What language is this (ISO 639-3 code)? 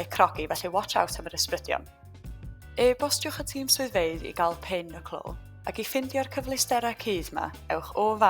cym